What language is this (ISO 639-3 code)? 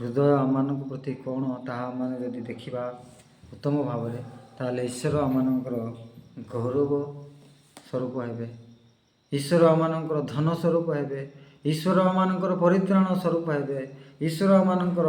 ori